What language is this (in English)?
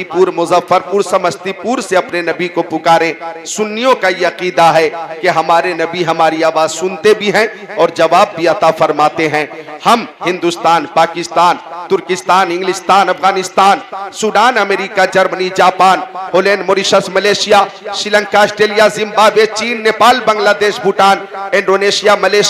Hindi